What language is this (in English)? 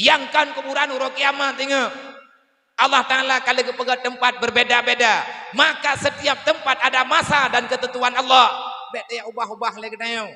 Achinese